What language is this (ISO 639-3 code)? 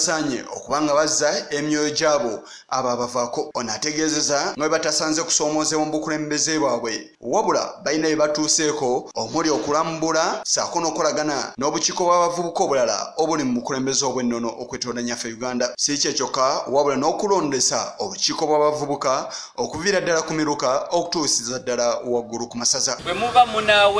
lug